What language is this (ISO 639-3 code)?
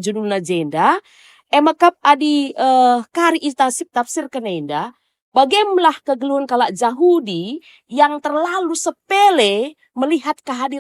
btx